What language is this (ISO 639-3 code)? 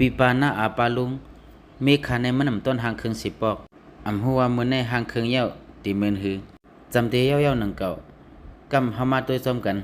shn